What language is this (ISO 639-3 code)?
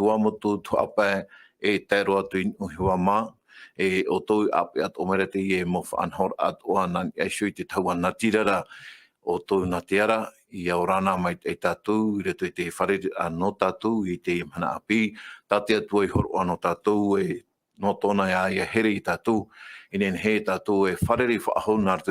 tah